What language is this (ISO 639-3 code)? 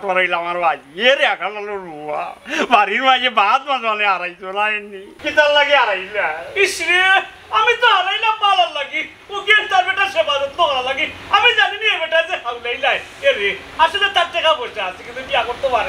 syl